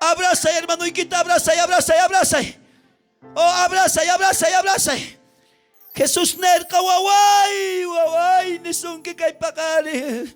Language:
South Bolivian Quechua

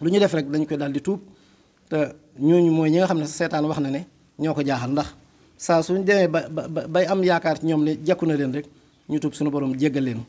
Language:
Wolof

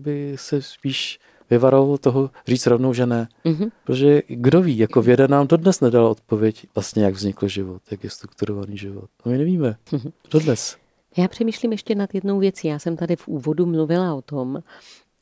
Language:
Czech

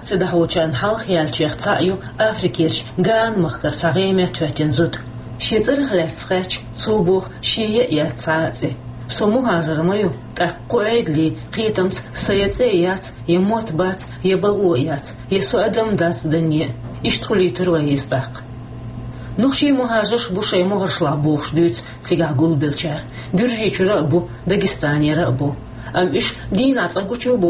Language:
Chechen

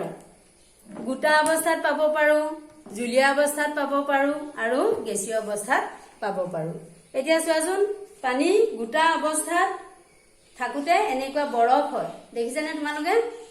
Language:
Assamese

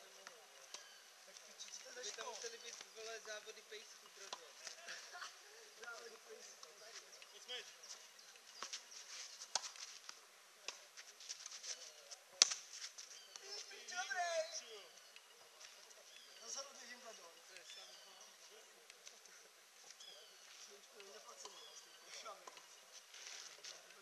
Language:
Czech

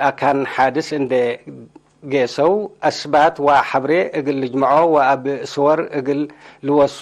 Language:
Tigre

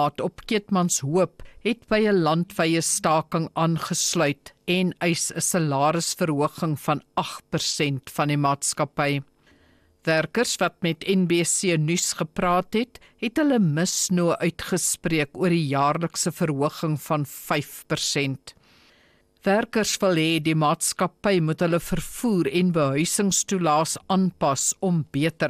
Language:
Afrikaans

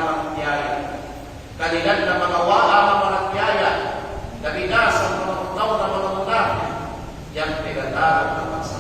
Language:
Kalagan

